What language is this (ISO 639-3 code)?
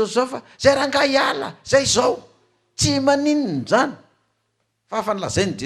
mlg